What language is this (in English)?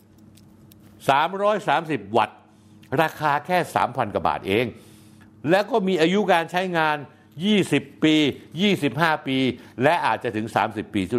Thai